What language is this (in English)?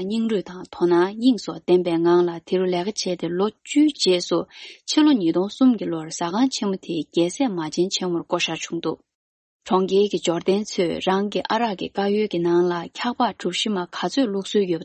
Tibetan